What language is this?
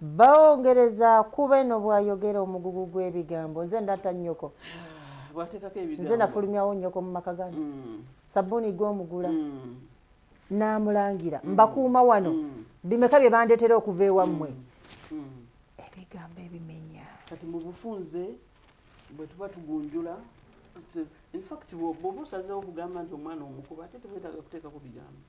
Ganda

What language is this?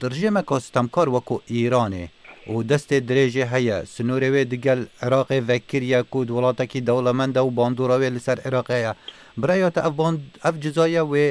Kurdish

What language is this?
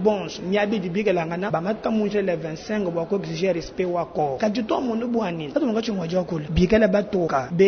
Luba-Lulua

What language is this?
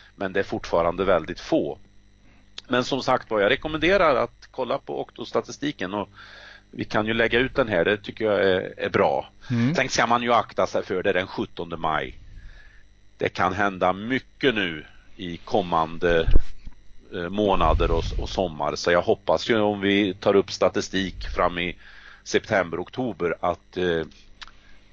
Swedish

